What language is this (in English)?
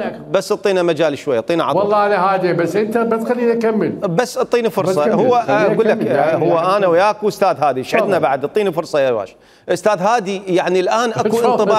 Mesopotamian Arabic